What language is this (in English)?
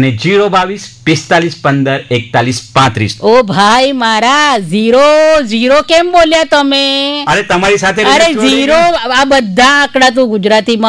Gujarati